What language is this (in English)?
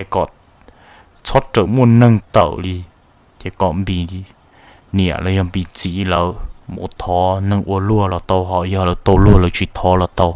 Hmong